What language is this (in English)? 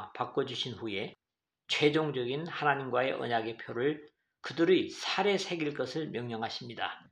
Korean